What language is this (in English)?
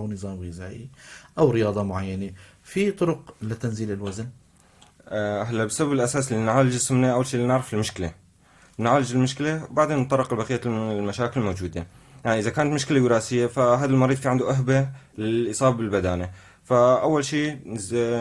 North Levantine Arabic